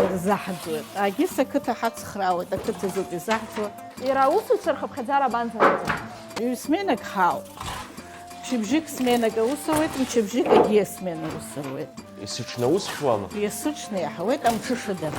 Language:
Abkhazian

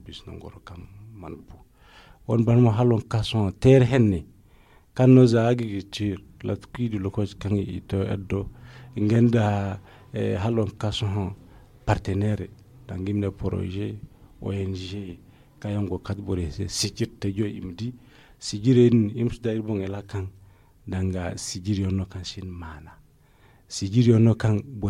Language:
Zarma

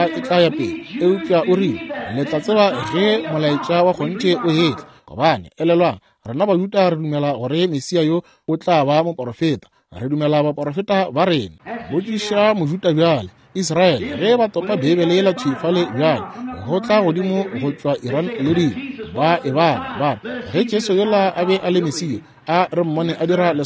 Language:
Northern Sotho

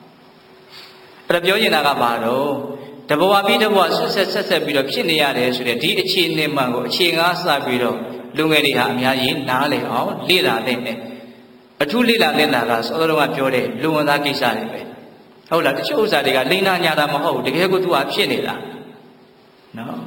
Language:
Burmese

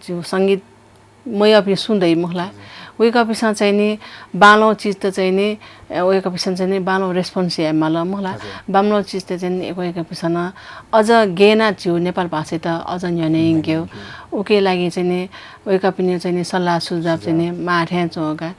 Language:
Newari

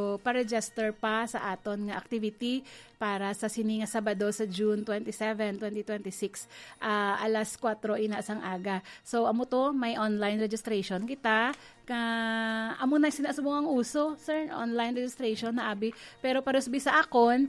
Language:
Hiligaynon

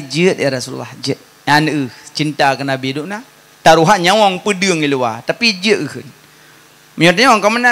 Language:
Achinese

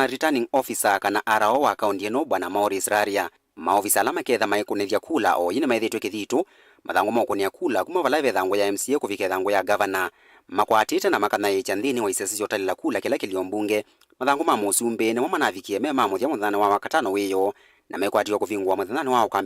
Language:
Kamba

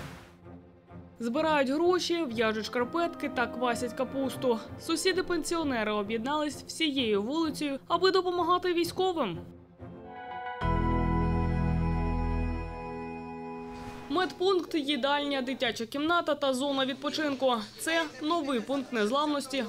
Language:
Ukrainian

